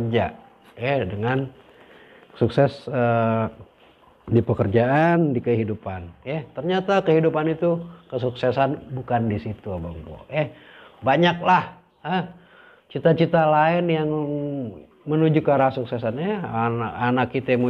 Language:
Betawi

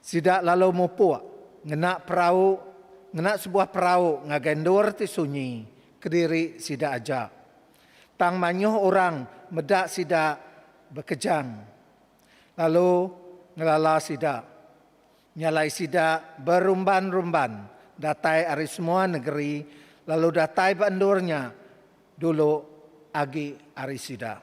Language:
Iban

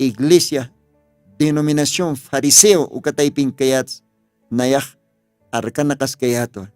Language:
Aymara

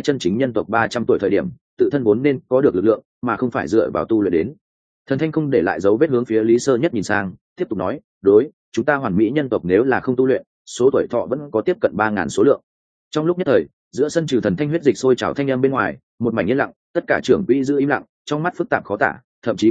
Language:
Vietnamese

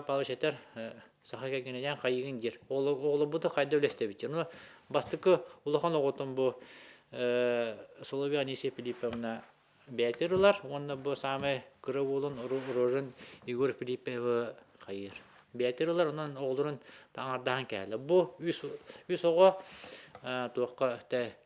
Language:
Yakut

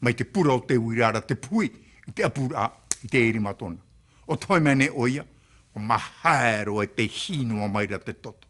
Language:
Tahitian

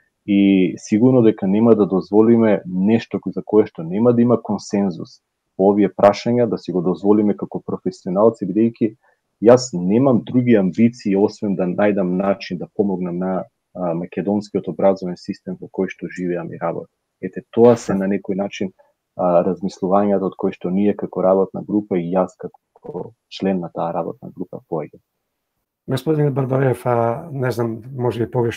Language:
Macedonian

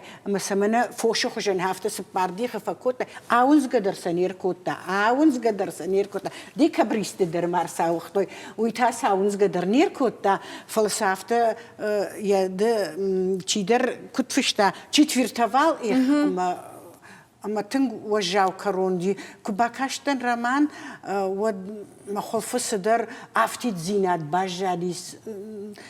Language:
Ossetic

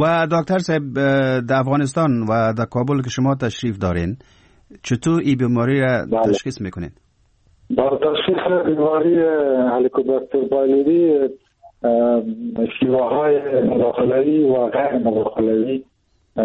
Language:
Persian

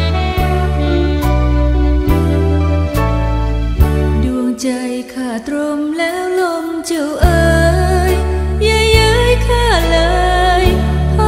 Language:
Thai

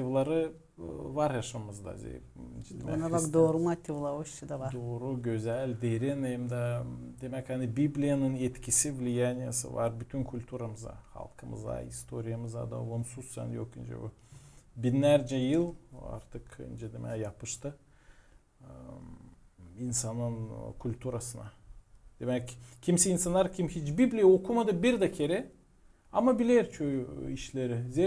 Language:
Gagauz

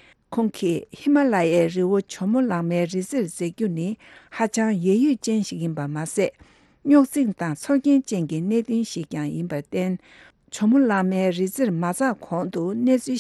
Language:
Tibetan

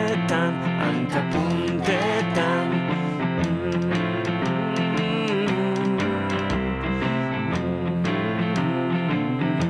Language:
Basque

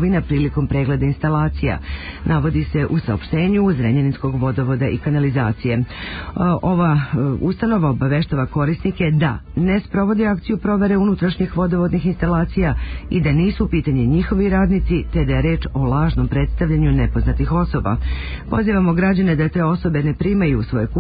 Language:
Serbian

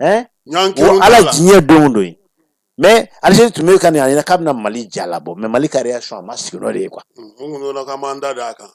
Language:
Bambara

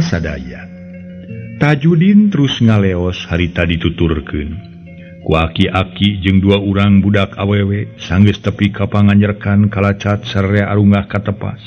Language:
Sundanese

